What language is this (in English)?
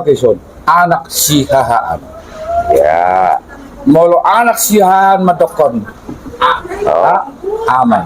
Batak Toba